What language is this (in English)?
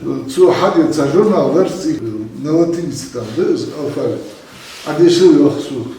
Ingush